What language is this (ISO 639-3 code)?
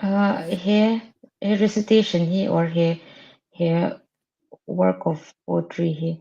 lus